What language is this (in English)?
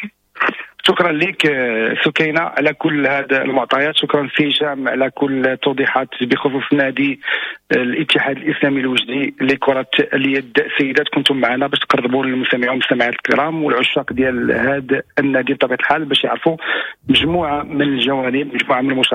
Moroccan Arabic